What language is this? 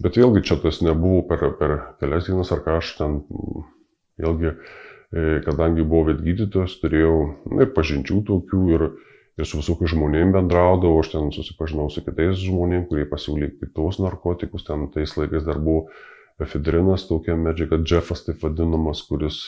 Lithuanian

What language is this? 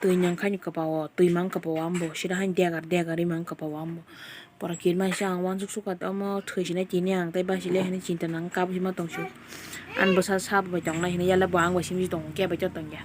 Kok Borok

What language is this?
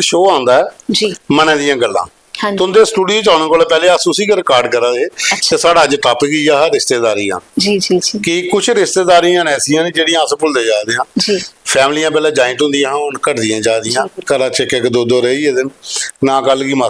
Dogri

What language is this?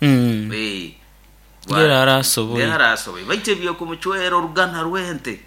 Nyoro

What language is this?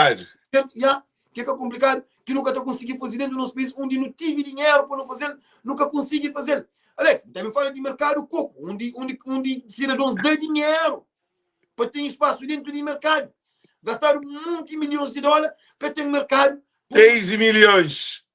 Kabuverdianu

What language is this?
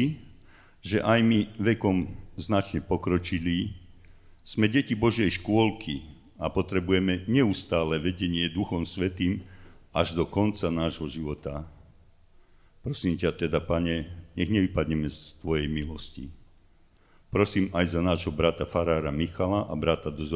Slovak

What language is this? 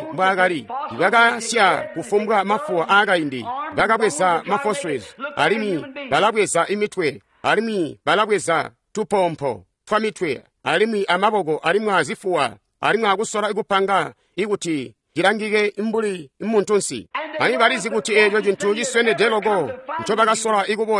Tonga (Zambia)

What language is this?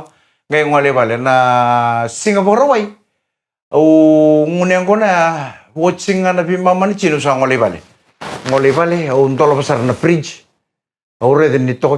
Fijian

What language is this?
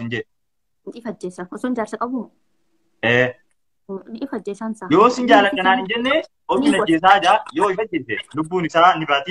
Oromo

